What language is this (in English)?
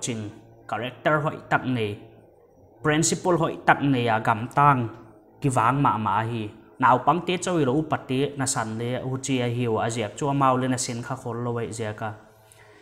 Paite Chin